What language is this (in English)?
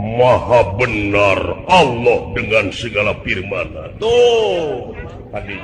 Sundanese